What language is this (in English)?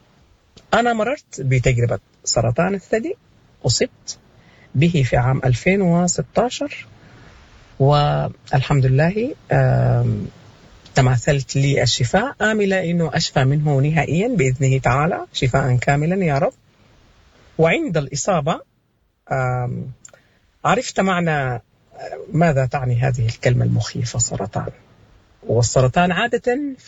Sudanese Arabic